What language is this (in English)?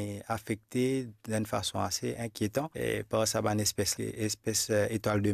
Morisyen